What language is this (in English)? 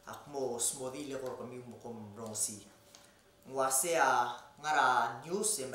Palauan